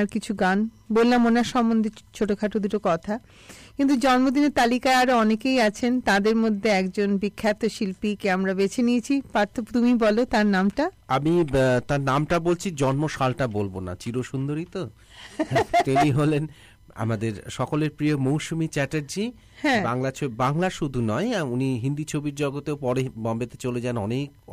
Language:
Bangla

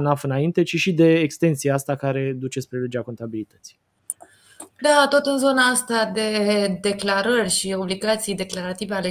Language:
Romanian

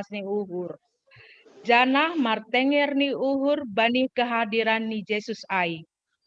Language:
Batak Simalungun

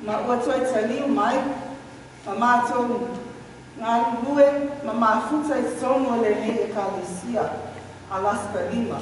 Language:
Samoan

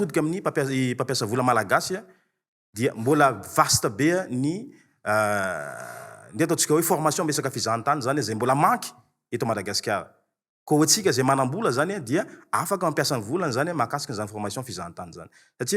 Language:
Malagasy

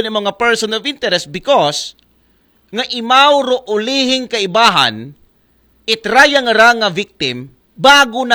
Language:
Aklanon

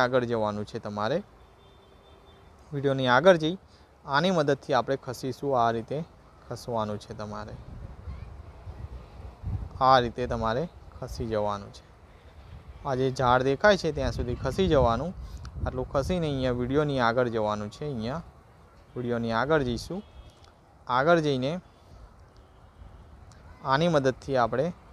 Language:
Gujarati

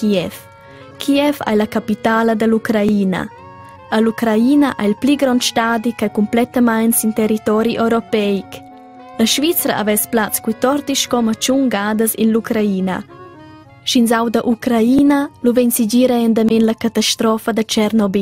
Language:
Romansh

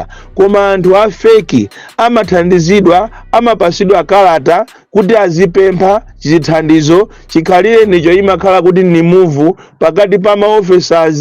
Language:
Nyanja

